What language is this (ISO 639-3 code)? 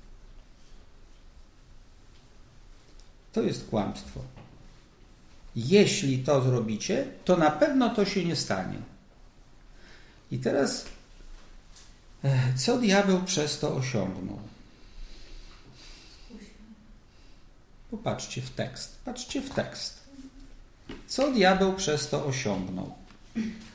pol